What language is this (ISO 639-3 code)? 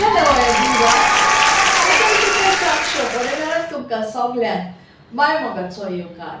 kok